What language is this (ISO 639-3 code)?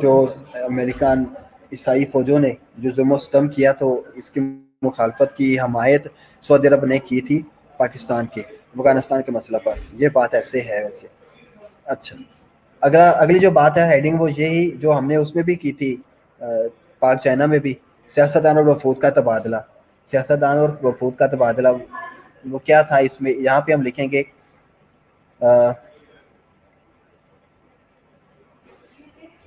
urd